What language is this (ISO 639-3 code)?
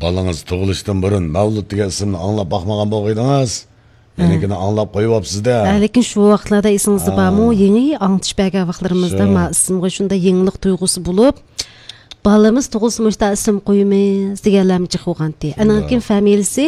uig